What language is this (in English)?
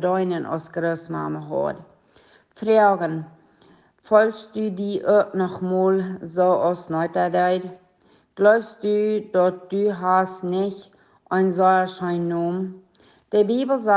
Plautdietsch